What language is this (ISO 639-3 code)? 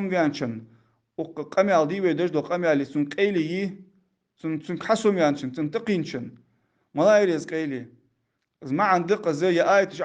inh